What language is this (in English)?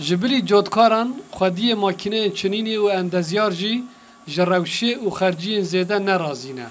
Kurdish